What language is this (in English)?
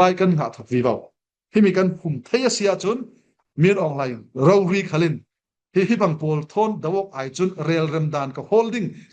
Falam Chin